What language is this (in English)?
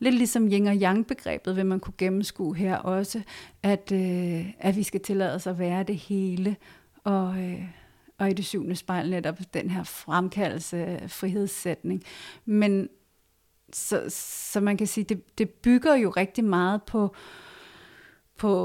Danish